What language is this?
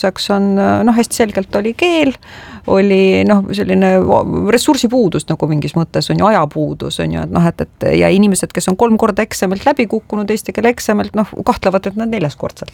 Estonian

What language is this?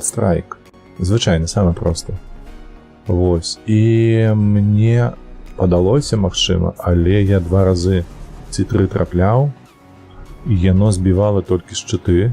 Belarusian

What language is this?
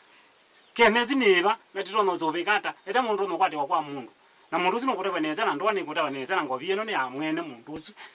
Kamba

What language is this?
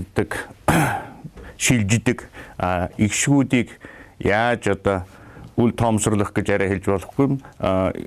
Mongolian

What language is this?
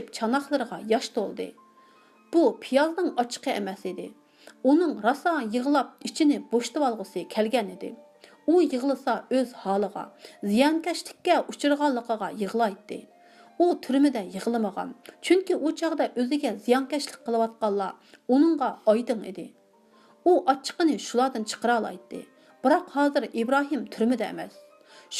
Uyghur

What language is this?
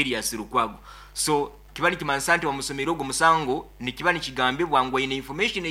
Nyoro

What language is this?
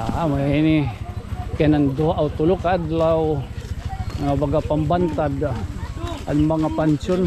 Waray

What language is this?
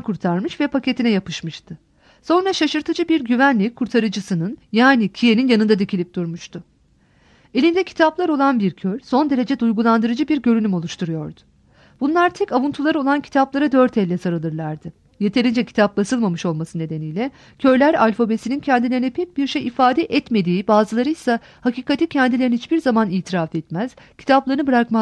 Turkish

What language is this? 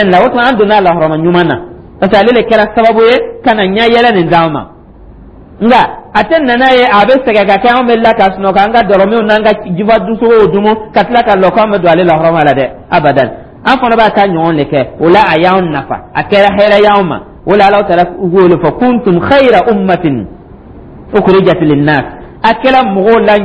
Dyula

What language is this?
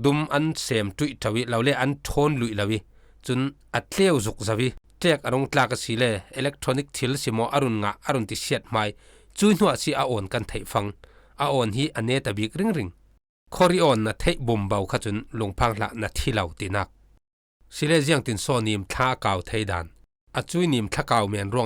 Falam Chin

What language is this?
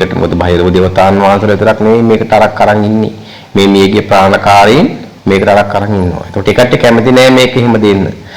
Sinhala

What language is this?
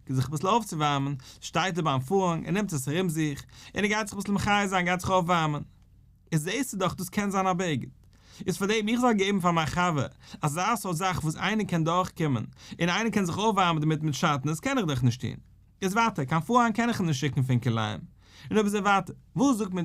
Yiddish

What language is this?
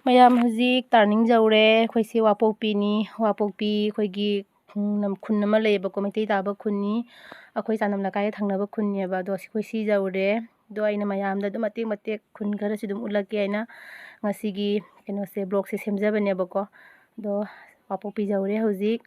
Manipuri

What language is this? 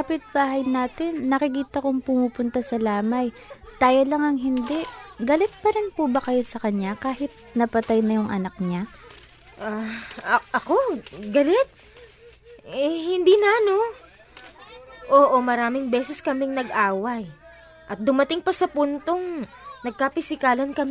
Filipino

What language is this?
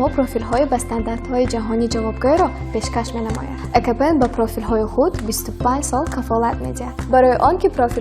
Tajik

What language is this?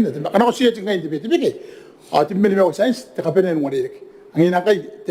Gilbertese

